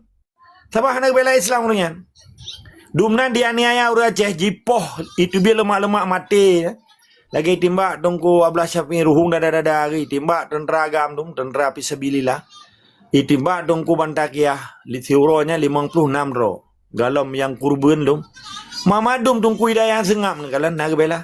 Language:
Achinese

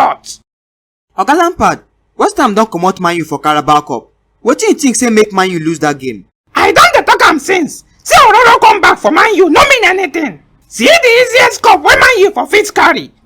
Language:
Nigerian Pidgin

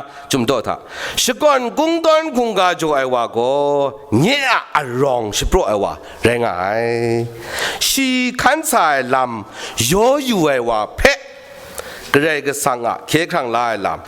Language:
Kachin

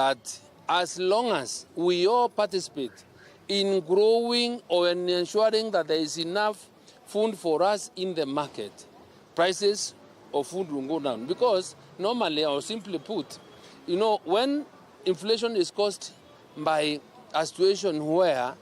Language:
Kamba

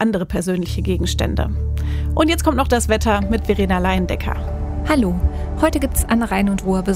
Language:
German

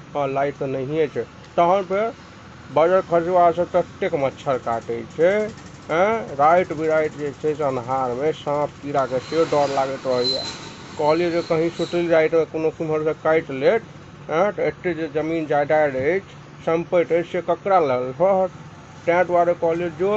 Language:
Maithili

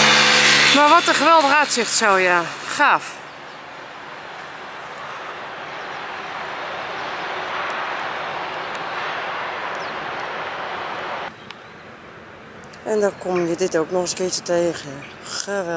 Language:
Dutch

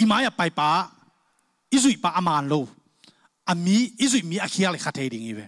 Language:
Tedim Chin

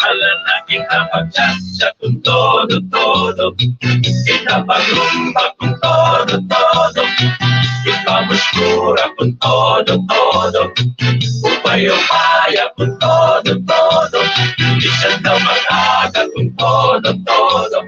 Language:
Waray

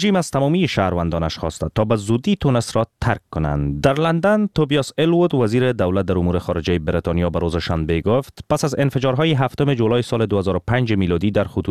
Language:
Persian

